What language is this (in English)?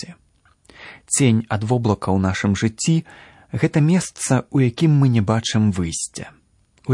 Belarusian